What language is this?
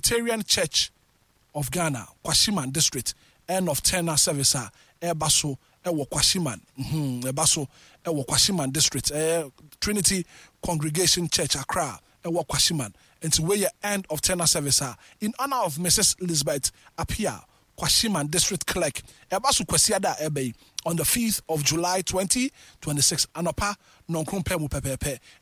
Akan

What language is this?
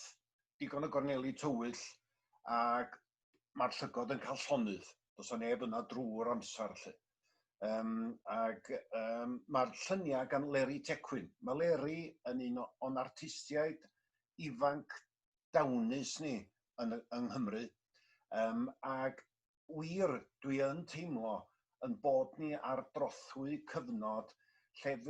Welsh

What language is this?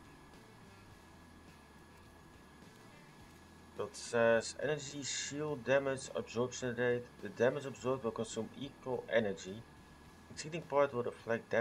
English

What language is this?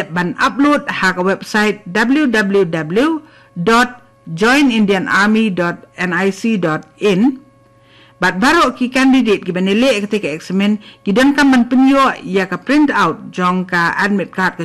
Khasi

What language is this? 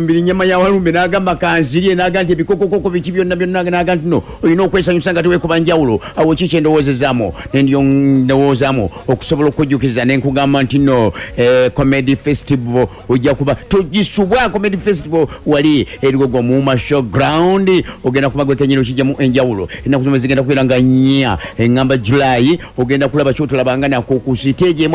Ganda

